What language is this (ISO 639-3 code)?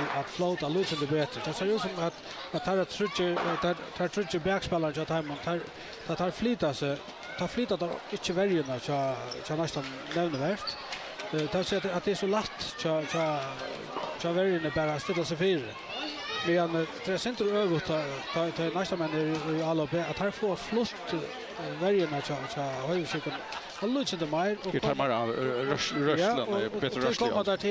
fao